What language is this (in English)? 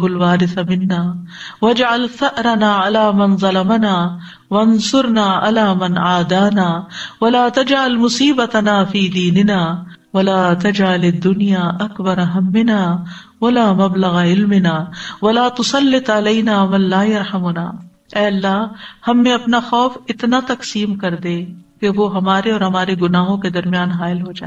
Urdu